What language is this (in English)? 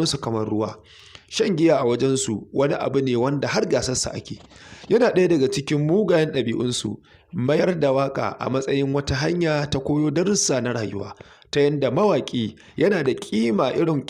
Hausa